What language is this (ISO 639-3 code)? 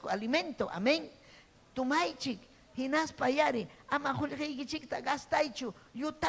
quy